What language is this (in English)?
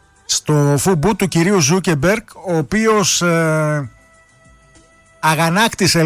Greek